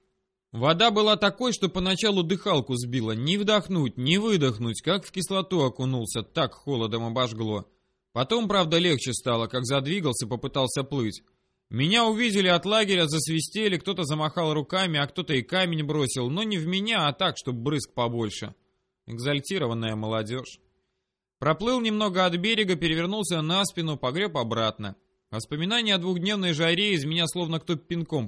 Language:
Russian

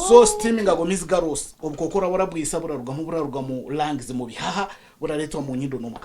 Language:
Nyankole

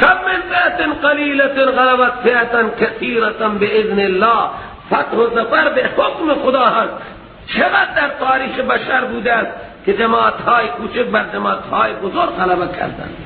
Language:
Persian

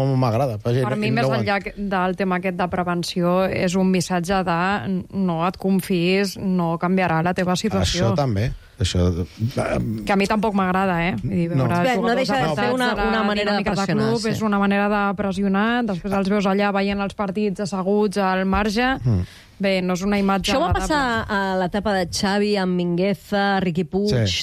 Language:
Catalan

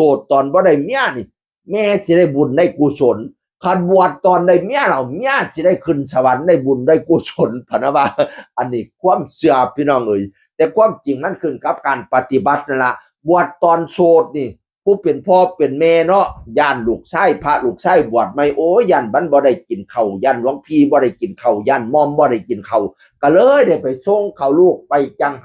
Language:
Northeastern Thai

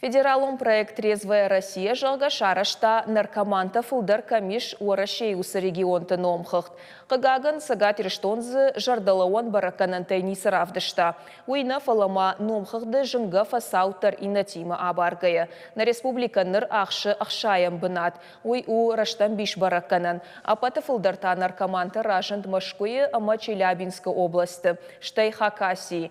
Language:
Ossetic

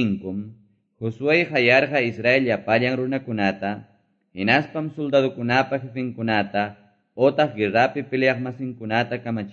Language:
Quechua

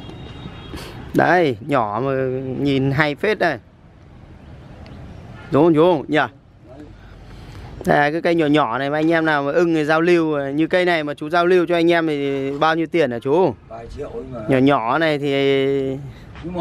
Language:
Vietnamese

